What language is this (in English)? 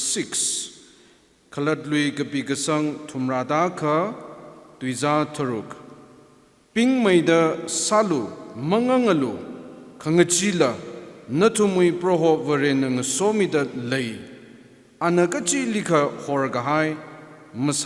Tangkhul Naga (India)